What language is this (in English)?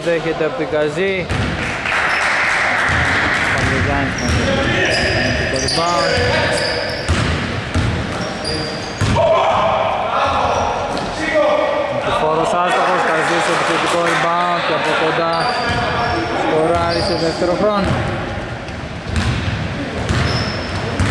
Greek